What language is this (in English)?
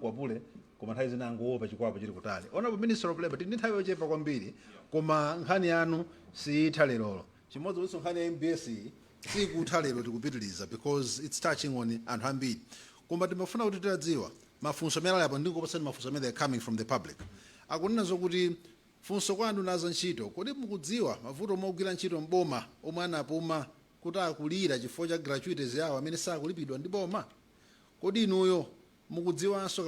Nyanja